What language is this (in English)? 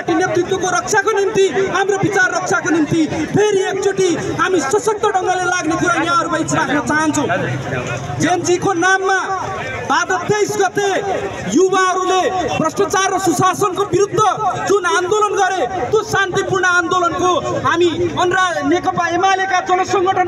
Nepali